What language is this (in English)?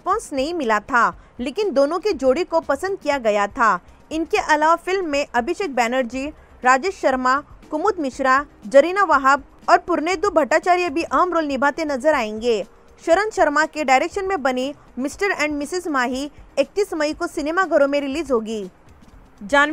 Hindi